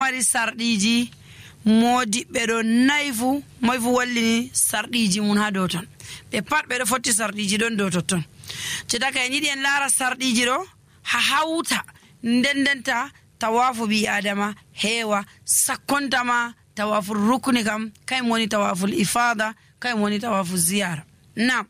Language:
Nigerian Fulfulde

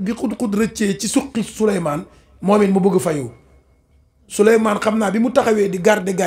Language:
Wolof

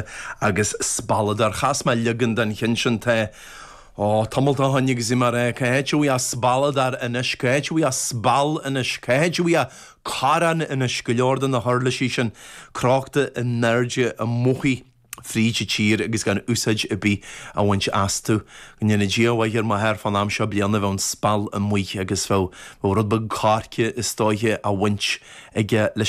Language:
Irish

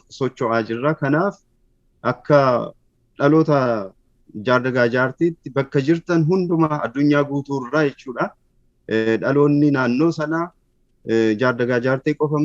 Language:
Oromo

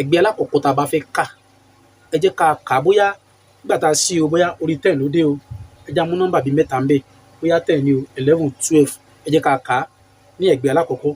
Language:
Yoruba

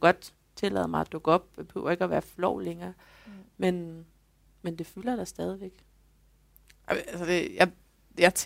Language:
Danish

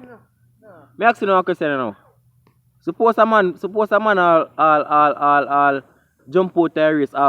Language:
Jamaican Creole English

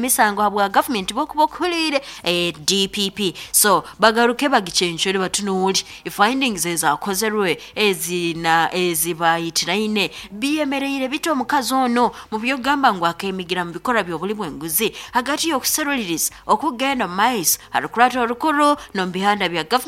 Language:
Nyankole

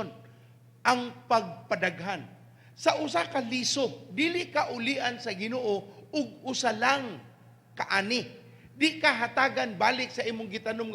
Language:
Cebuano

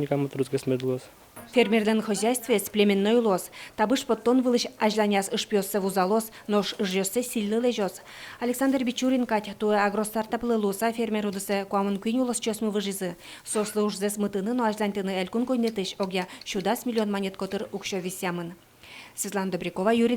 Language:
Udmurt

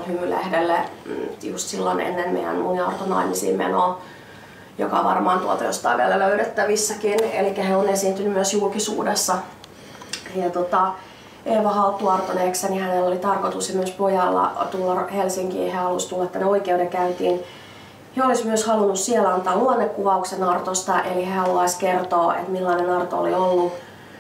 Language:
Finnish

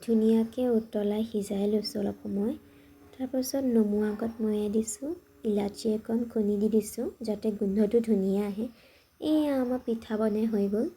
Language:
Assamese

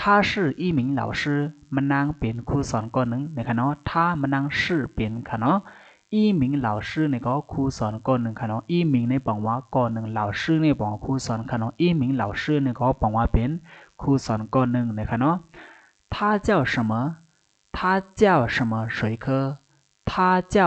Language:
Shan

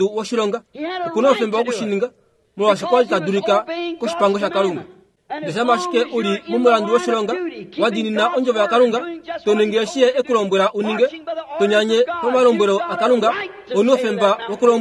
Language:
Kuanyama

